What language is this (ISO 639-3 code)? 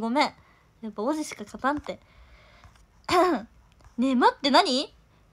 jpn